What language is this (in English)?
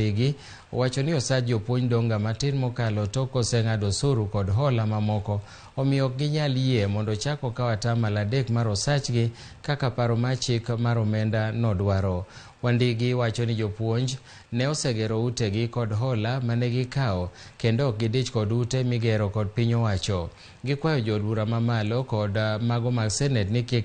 Luo (Kenya and Tanzania)